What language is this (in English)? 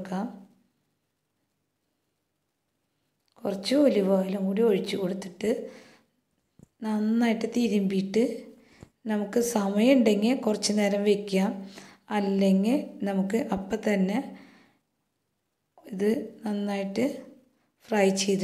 Malayalam